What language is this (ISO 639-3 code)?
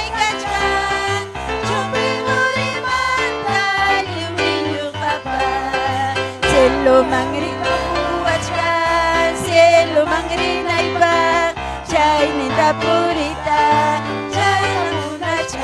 quy